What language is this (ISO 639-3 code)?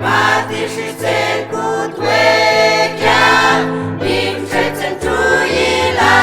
mam